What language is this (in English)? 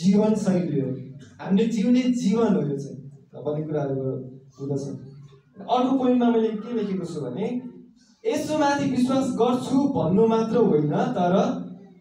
Nepali